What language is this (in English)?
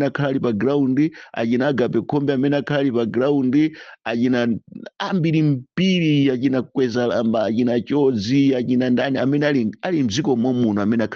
Nyanja